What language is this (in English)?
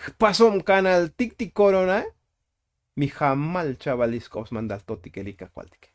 Tzotzil